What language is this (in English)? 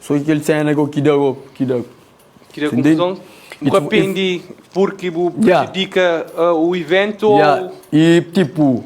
Kabuverdianu